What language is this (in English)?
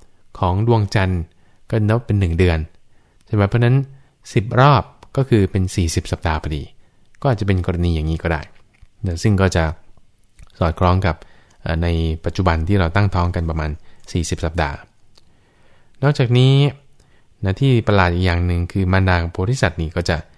Thai